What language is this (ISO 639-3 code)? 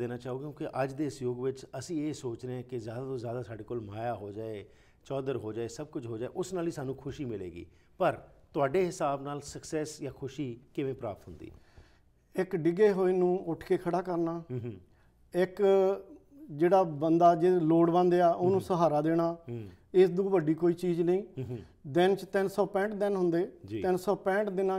pan